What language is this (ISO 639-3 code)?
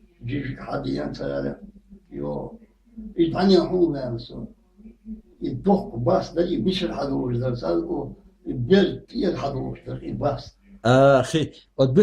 che